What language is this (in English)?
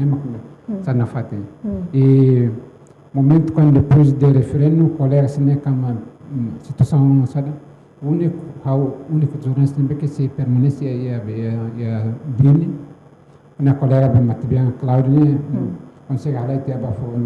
Tetum